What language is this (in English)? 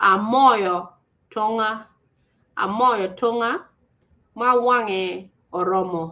Acoli